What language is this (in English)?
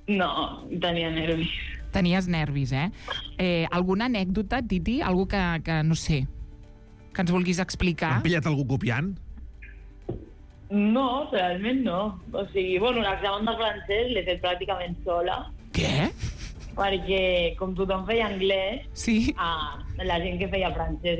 Catalan